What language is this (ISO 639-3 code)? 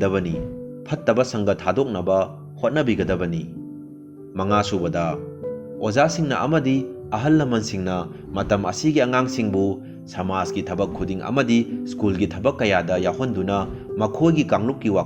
mni